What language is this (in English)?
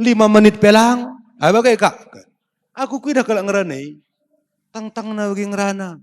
Batak Karo